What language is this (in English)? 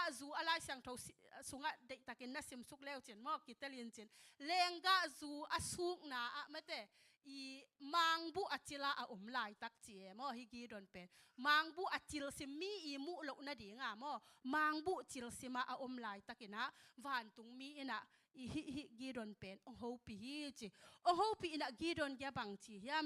Tedim Chin